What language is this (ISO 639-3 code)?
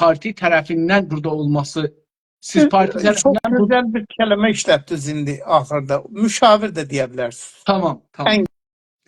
azb